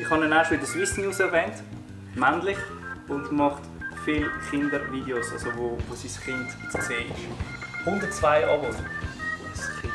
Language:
Swiss German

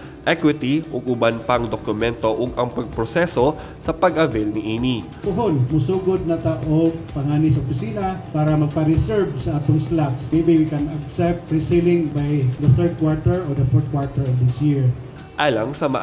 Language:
Cebuano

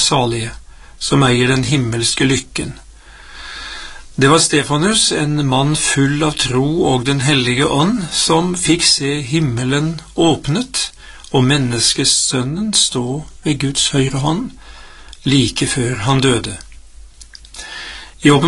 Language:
Norwegian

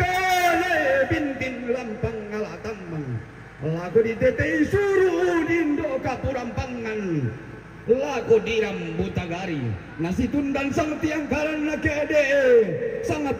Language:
Toraja-Sa'dan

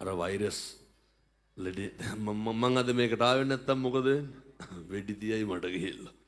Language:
Sinhala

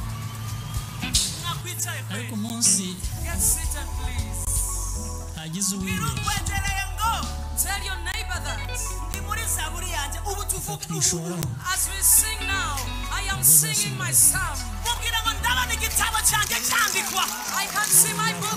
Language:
Kinyarwanda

